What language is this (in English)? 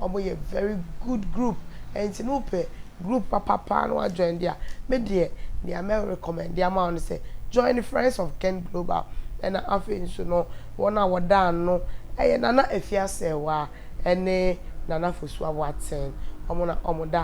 Akan